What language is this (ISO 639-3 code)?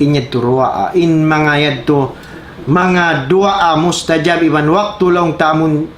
tsg